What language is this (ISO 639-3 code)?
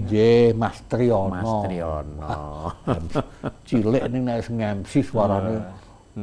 jav